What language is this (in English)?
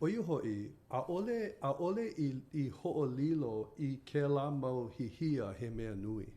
Hawaiian